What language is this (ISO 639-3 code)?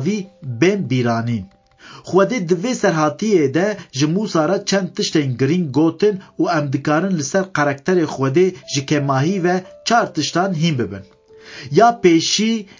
kur